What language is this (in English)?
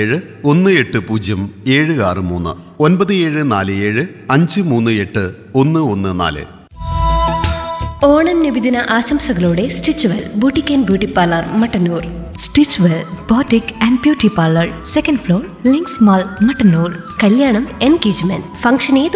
Malayalam